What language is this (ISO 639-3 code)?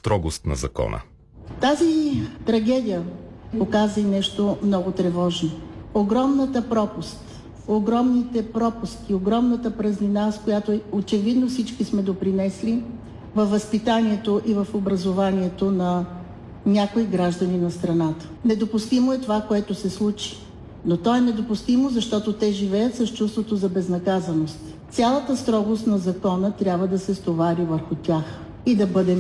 bul